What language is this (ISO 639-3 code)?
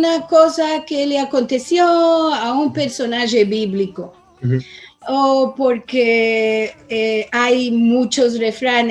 lad